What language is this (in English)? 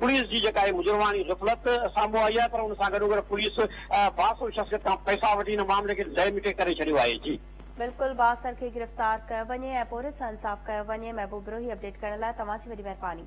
Sindhi